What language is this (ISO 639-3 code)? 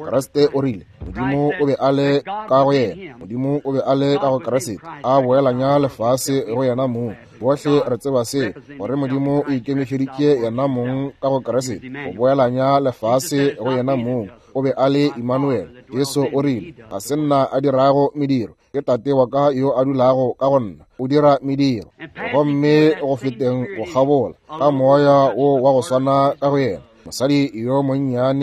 nso